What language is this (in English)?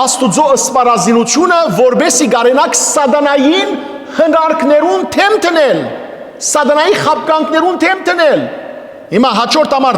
Western Armenian